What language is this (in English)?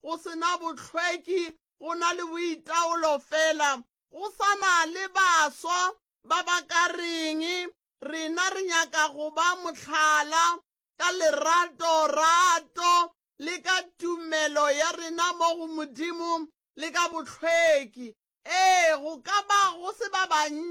Northern Sotho